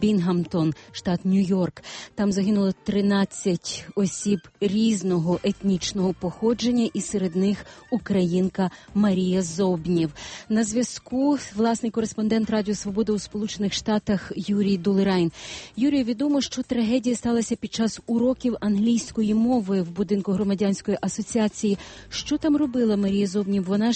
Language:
Ukrainian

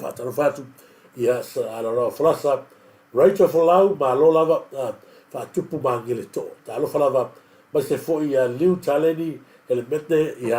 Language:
Samoan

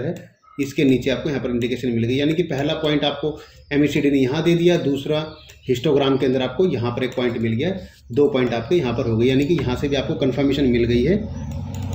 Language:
Hindi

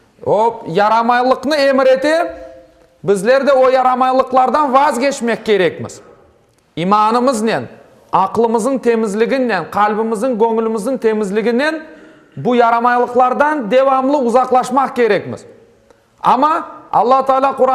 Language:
Crimean Tatar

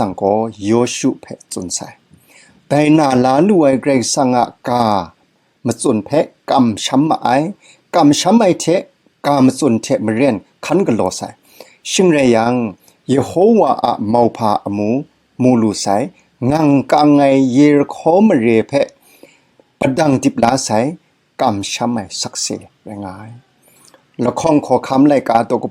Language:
Kachin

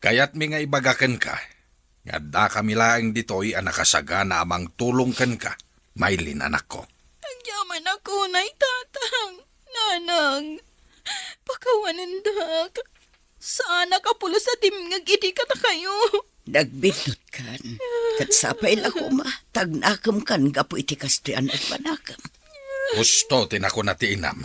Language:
Iloko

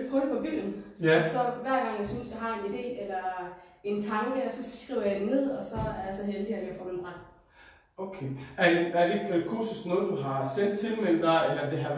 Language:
Danish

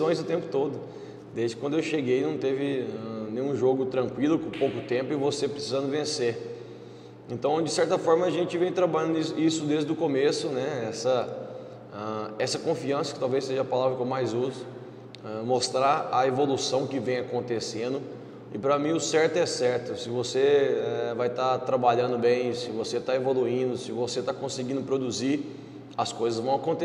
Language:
Portuguese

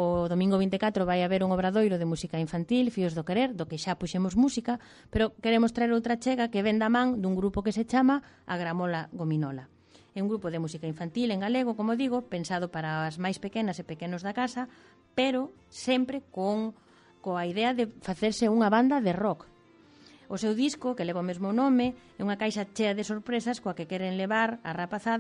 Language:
Galician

